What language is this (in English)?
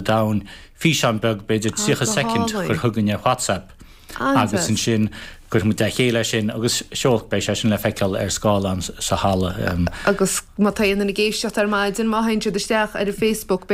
Irish